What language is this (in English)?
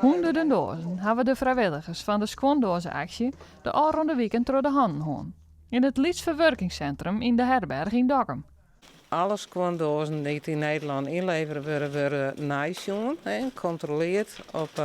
Western Frisian